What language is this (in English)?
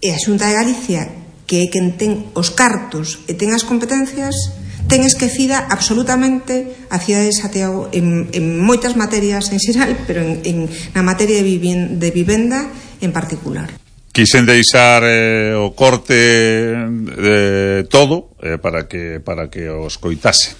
Galician